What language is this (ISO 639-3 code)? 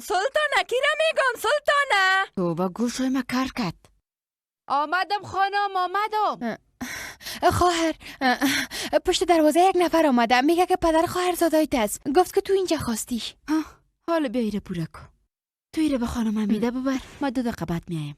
fas